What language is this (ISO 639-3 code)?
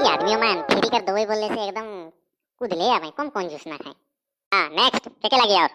sck